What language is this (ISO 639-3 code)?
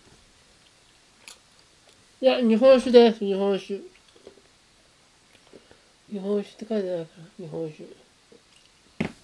jpn